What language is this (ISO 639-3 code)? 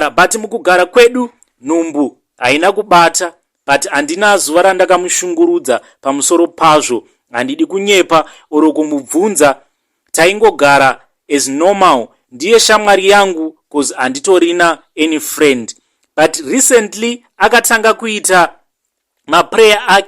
sna